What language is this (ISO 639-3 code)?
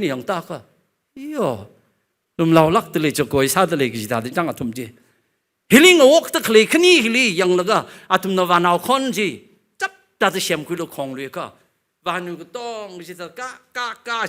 nmf